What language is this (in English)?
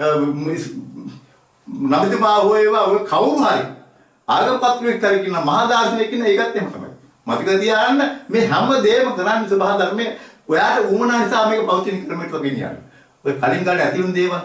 Sinhala